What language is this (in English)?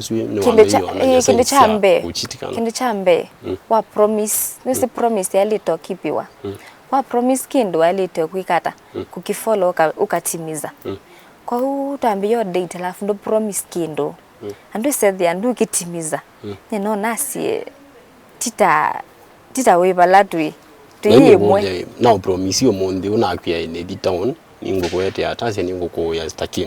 Kamba